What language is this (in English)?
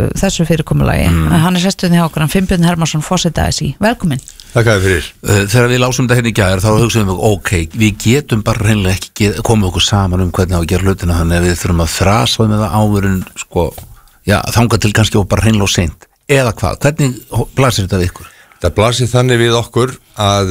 Icelandic